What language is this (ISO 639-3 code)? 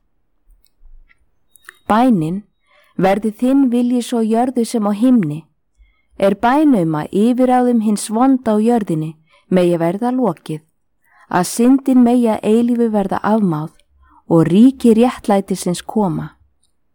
isl